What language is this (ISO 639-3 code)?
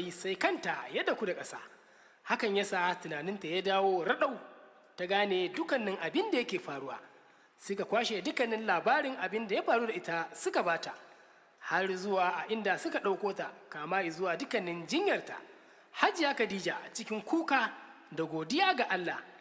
hau